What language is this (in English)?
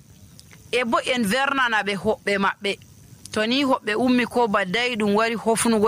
Nigerian Fulfulde